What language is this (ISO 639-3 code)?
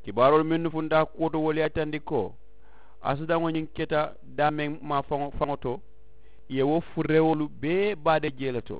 man